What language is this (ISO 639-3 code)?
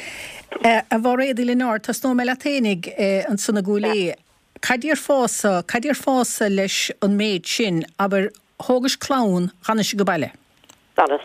gle